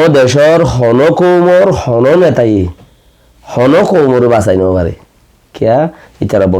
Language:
Rohingya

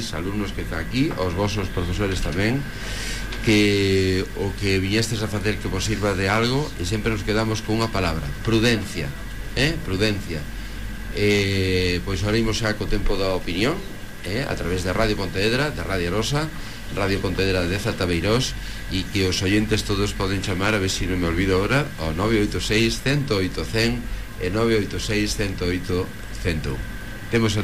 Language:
Galician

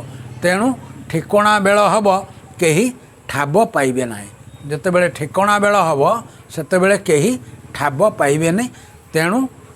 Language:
Odia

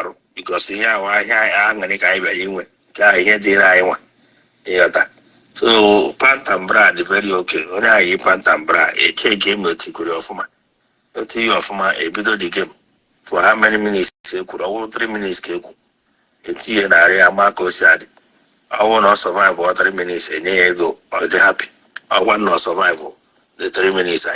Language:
Igbo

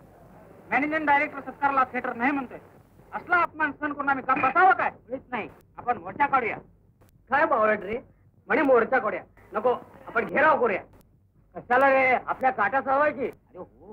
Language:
Marathi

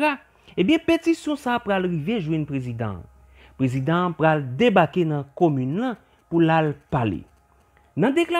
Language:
Haitian Creole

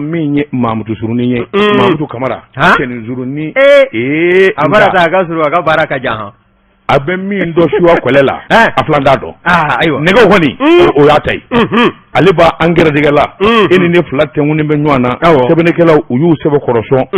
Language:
Bambara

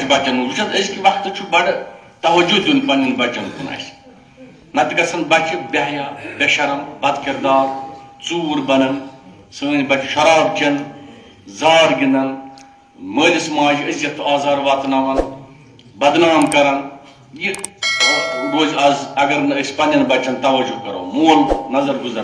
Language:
Kashmiri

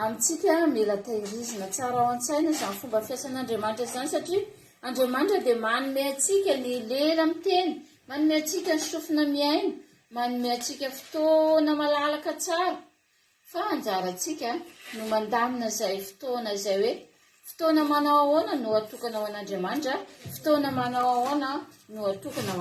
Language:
Malagasy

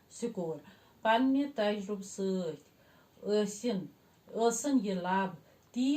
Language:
Kashmiri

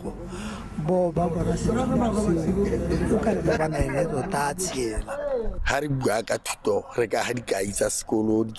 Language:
Tswana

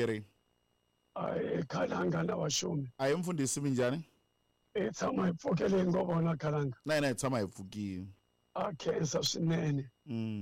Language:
Tsonga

